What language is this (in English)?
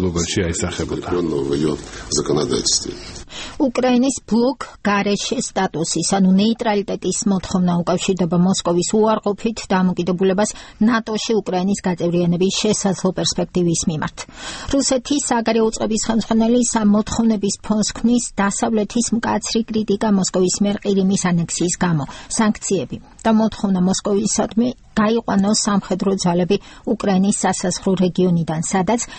Georgian